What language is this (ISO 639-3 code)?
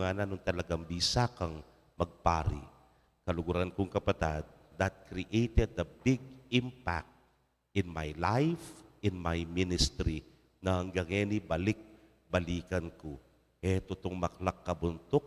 pam